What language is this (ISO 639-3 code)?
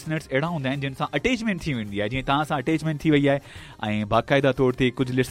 snd